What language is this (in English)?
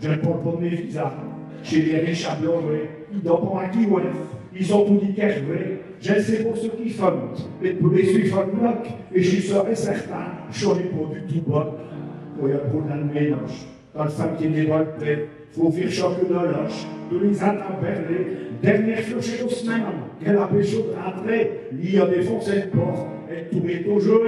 Picard